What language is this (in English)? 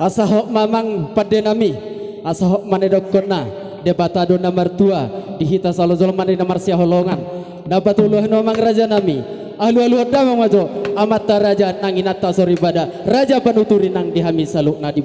Batak Toba